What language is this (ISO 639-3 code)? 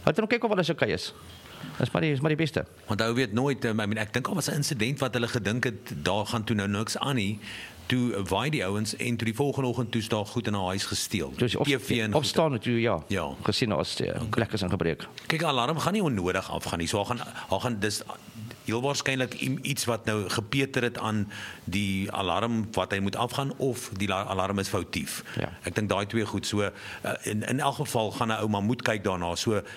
afr